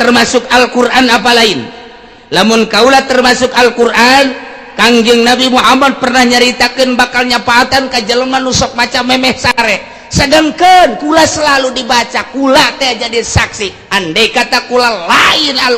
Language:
Sundanese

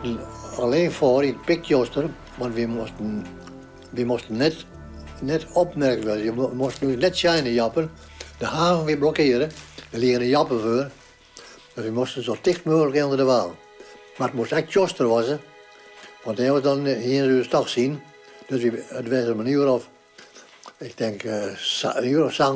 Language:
Western Frisian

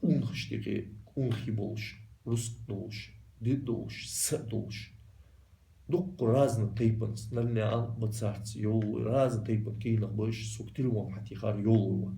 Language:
Ingush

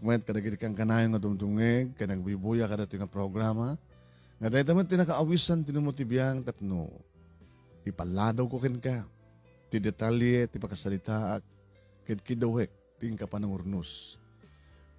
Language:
Iloko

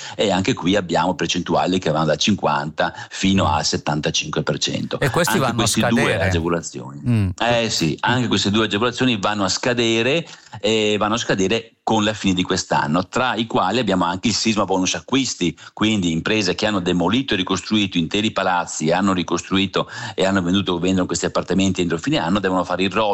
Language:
Italian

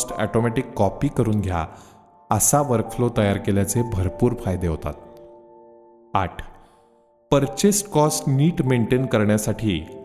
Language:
Marathi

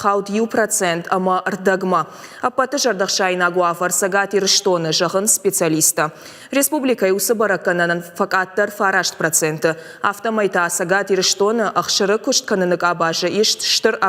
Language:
Ossetic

